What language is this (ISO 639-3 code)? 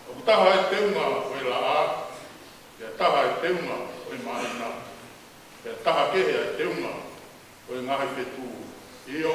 ton